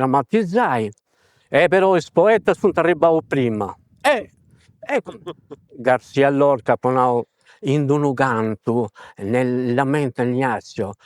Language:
Sardinian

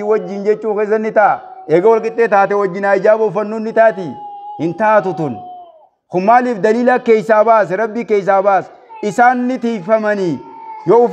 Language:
Oromo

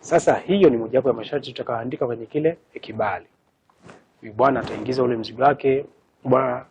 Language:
Swahili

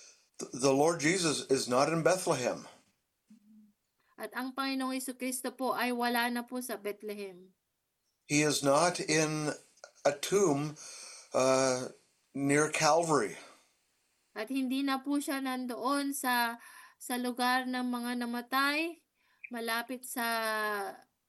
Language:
Filipino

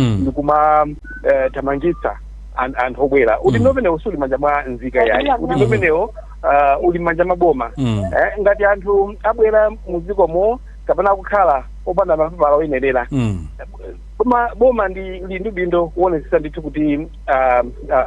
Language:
Nyanja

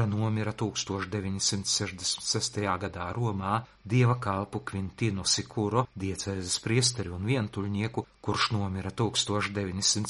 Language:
Latvian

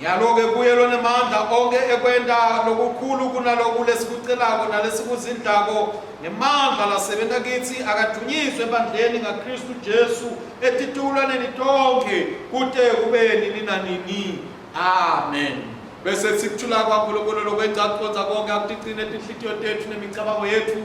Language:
Swati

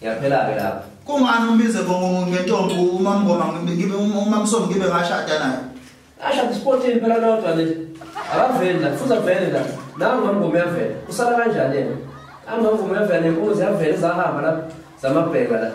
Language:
Zulu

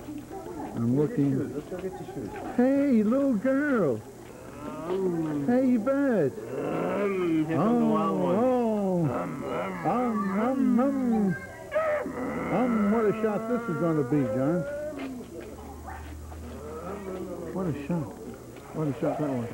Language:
English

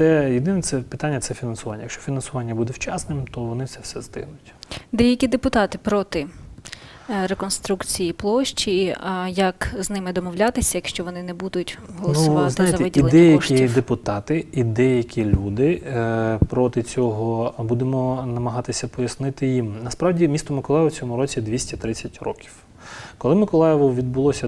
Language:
Ukrainian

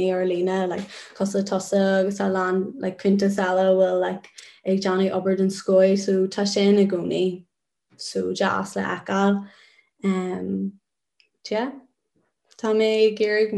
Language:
Irish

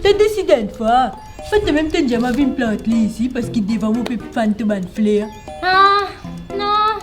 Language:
Morisyen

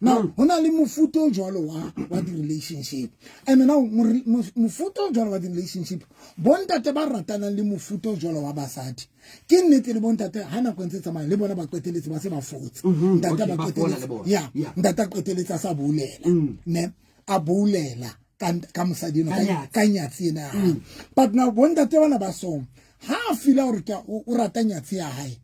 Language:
Southern Sotho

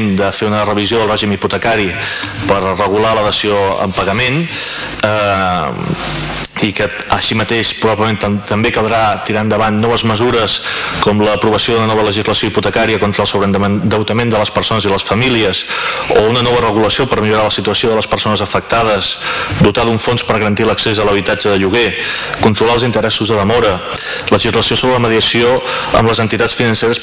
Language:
Catalan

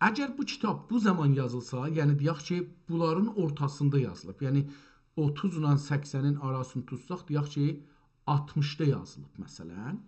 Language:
South Azerbaijani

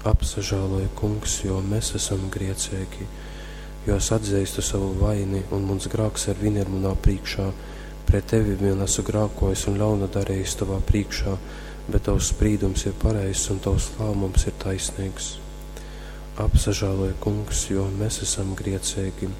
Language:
Latgalian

